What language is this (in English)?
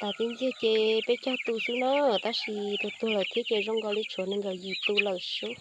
Hmong